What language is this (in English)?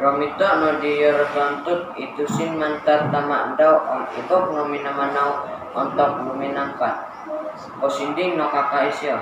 Central Dusun